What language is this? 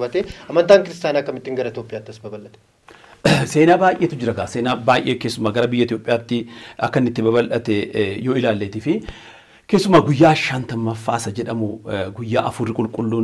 Oromo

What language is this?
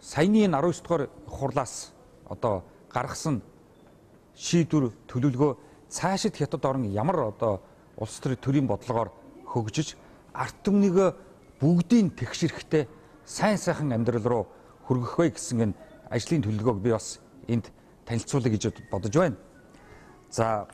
Mongolian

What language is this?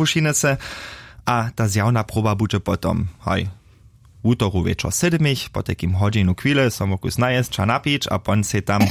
Upper Sorbian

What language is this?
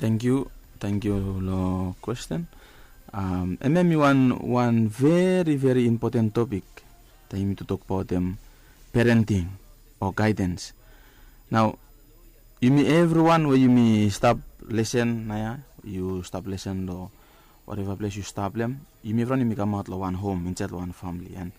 Bislama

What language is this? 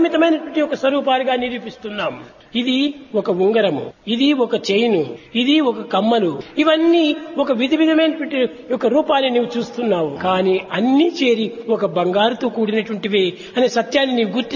Telugu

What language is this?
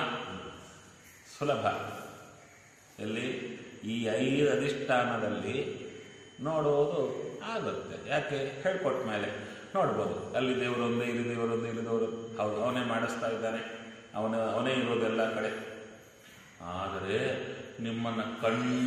Kannada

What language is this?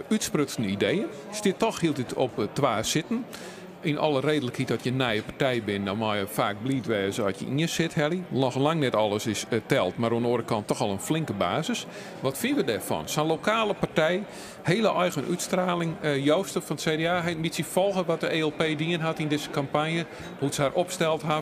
Western Frisian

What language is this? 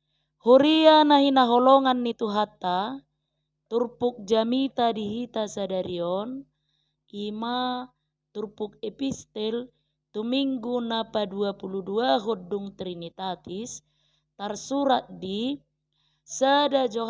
Batak Toba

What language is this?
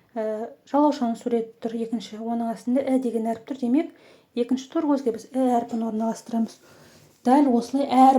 Kazakh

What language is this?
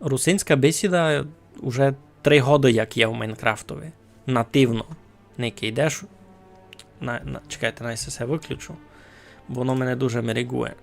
Rusyn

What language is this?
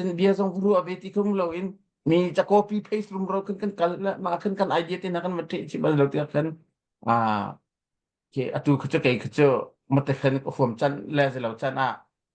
Hakha Chin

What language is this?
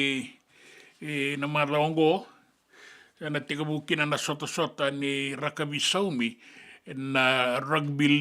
Fijian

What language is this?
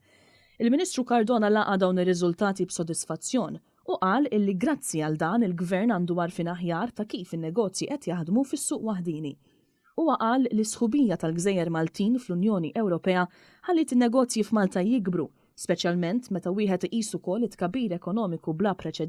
Maltese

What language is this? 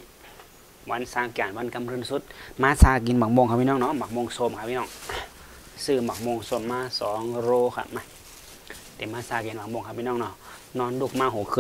Shan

